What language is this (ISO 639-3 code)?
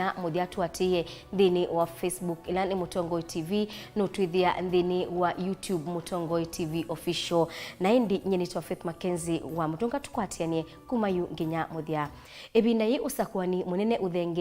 kam